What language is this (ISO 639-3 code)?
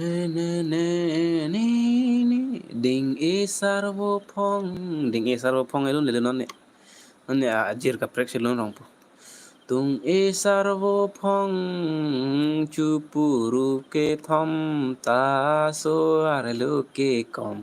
mjw